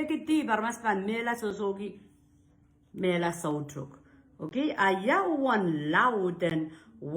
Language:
Pohnpeian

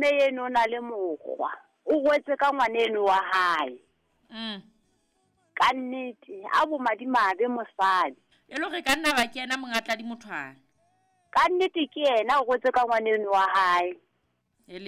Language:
Southern Sotho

